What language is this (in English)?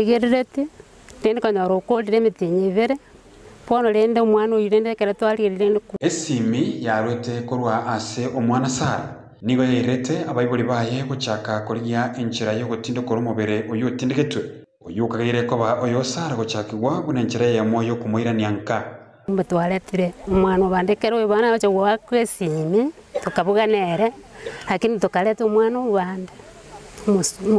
Gusii